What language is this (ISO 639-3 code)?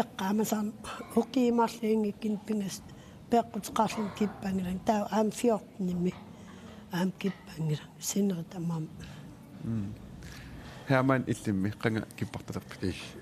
kal